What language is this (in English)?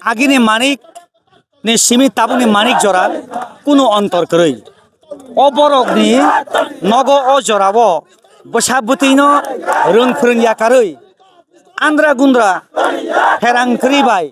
Kok Borok